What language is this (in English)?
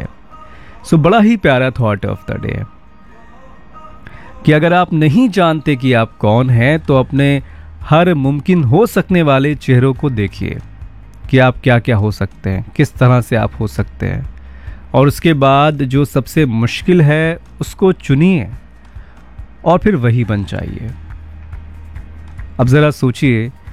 Hindi